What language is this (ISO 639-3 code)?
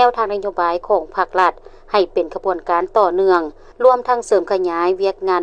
lao